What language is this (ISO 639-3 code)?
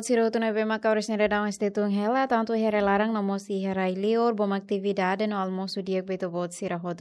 tet